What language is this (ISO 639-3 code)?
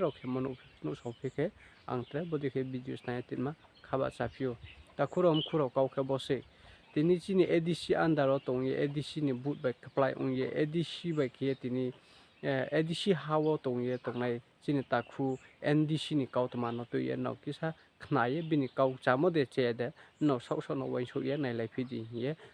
ria